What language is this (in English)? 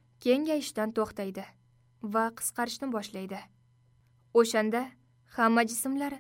Uzbek